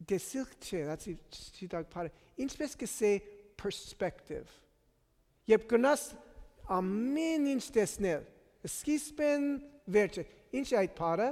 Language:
Armenian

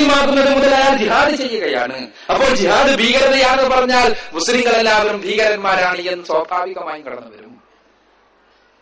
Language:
Malayalam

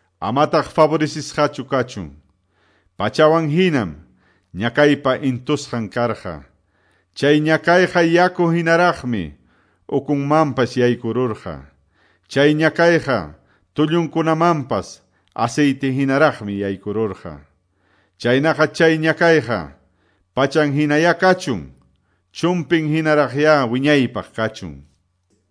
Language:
Quechua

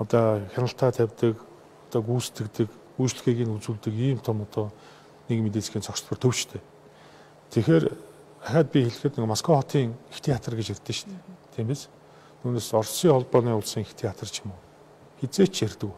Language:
Mongolian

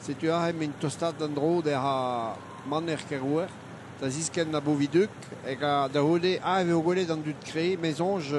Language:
Breton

